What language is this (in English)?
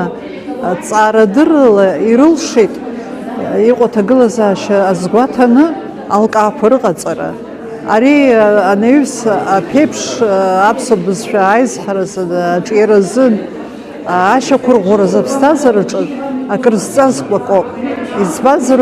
Abkhazian